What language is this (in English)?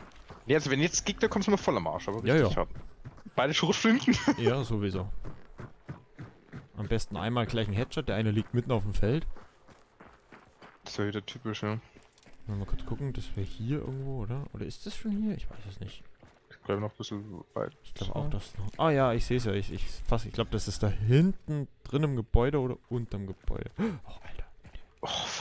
German